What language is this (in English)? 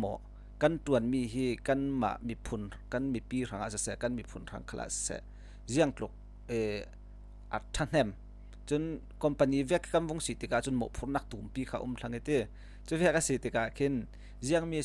Falam Chin